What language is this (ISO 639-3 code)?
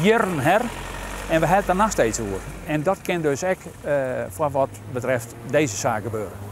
fry